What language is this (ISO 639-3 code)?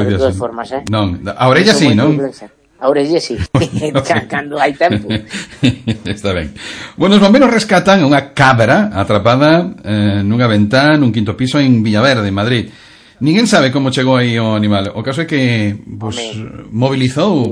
glg